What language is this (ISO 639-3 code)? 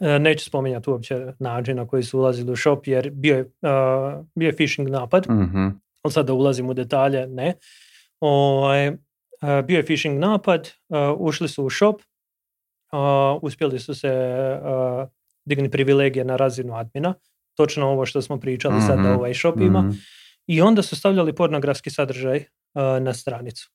hrv